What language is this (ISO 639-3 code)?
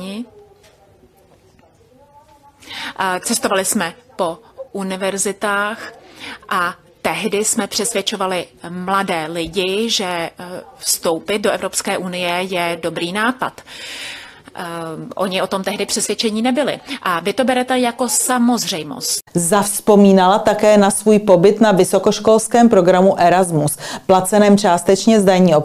ces